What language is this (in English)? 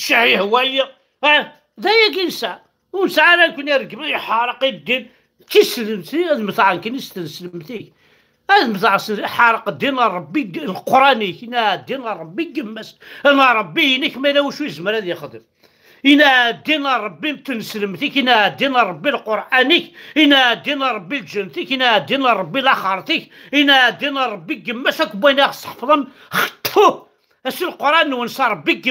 Kabyle